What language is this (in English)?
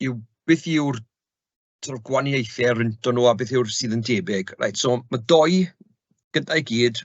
Welsh